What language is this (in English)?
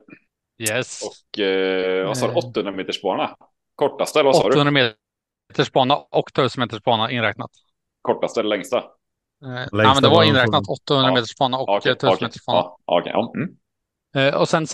Swedish